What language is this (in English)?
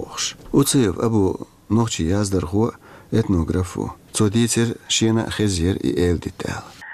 Chechen